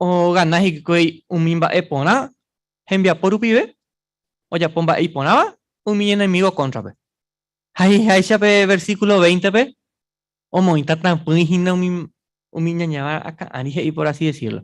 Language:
Guarani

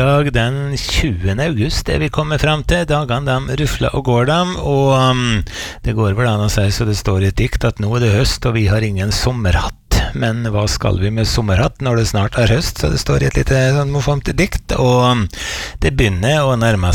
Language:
Norwegian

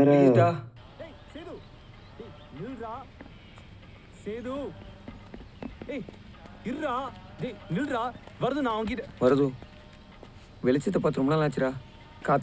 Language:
Tamil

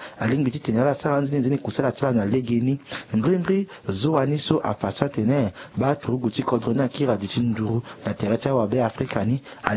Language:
Sango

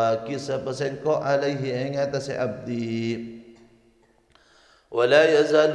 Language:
Madurese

